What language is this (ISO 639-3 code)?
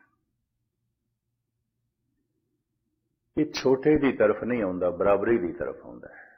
pan